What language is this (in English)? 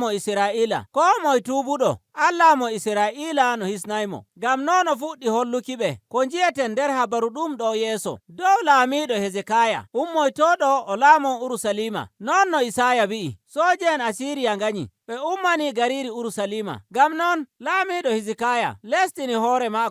Nigerian Fulfulde